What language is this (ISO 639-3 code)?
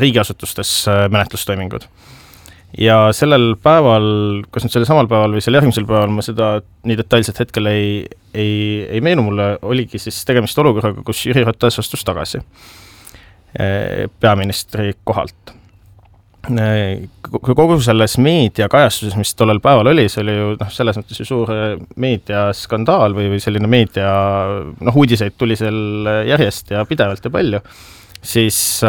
est